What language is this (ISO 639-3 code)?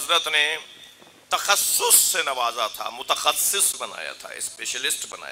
urd